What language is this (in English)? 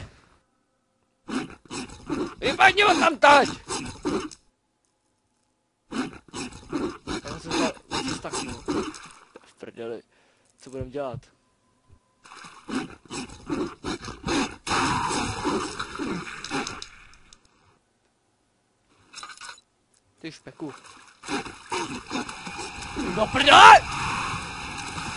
Czech